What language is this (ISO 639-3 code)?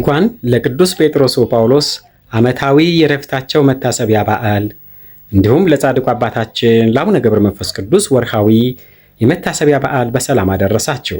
amh